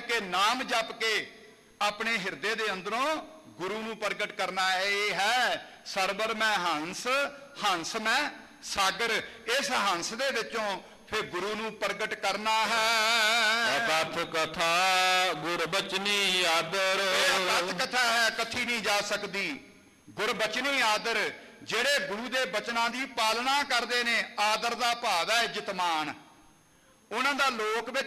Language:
Punjabi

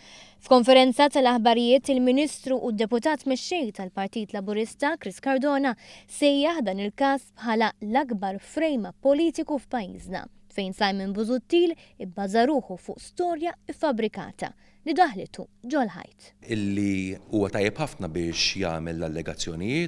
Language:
Maltese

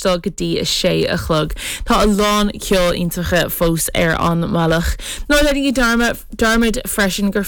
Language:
Irish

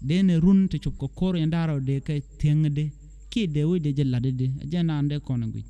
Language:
Nuer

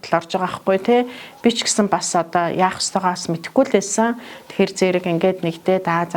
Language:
Mongolian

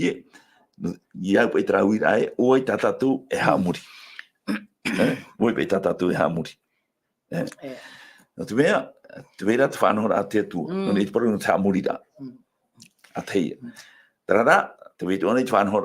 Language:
Tahitian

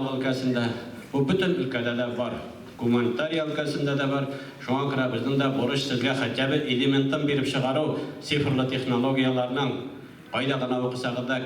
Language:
Tatar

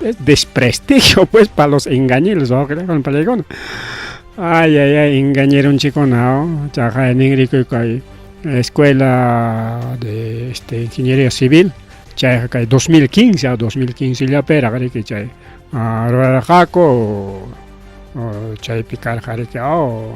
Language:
Ayacucho Quechua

